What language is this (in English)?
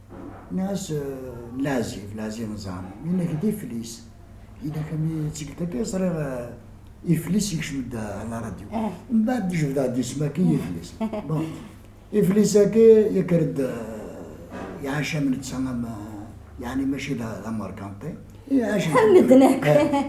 Kabyle